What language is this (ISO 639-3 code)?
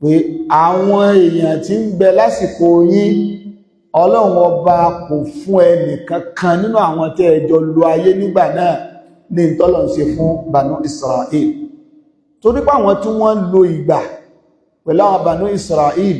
yor